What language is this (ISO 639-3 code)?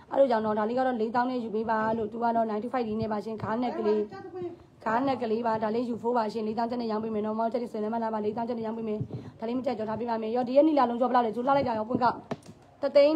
mya